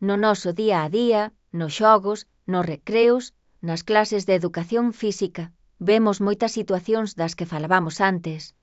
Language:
Galician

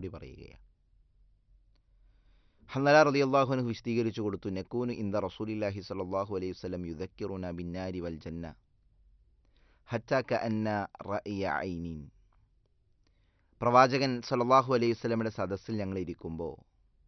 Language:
Malayalam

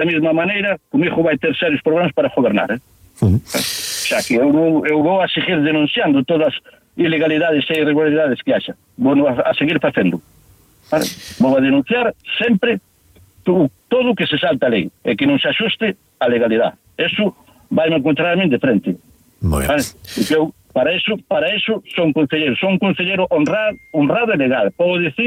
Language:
Galician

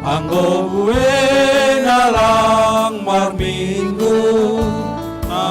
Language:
Batak Simalungun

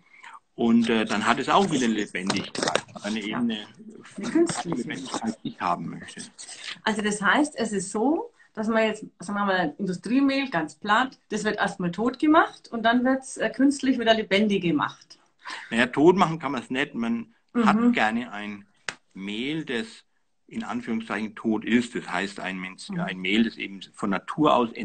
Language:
German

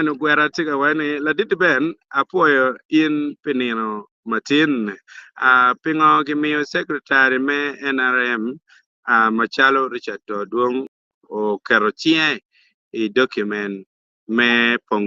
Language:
Acoli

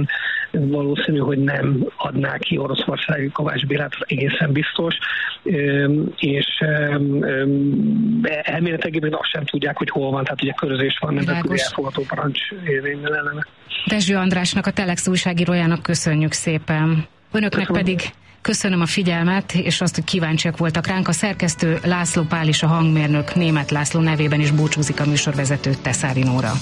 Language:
Hungarian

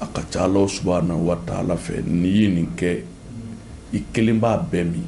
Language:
Bambara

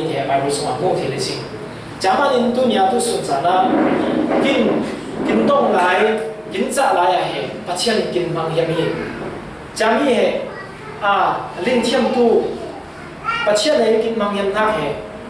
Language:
Falam Chin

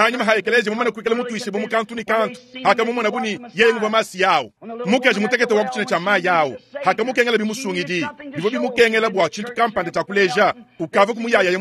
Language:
Luba-Lulua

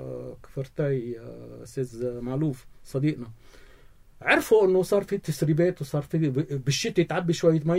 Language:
North Levantine Arabic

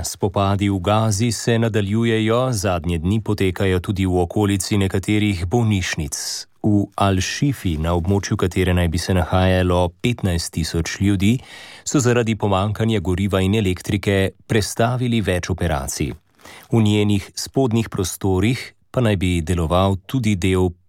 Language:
Slovenian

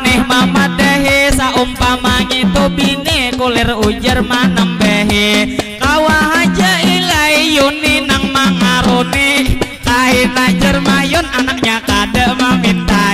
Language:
Banjar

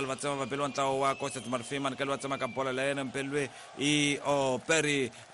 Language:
Tsonga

